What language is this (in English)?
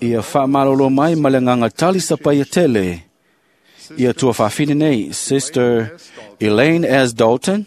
Samoan